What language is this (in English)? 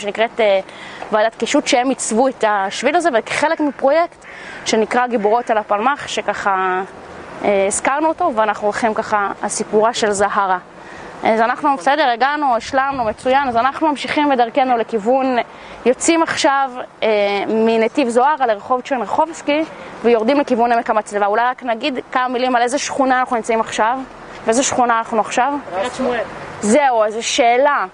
Hebrew